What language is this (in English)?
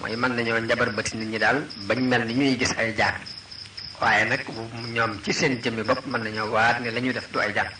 Wolof